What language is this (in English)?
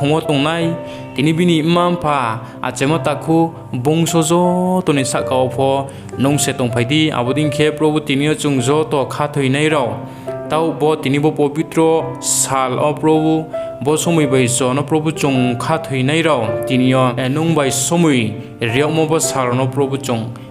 Riang (India)